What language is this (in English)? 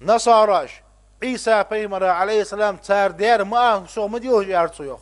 Ingush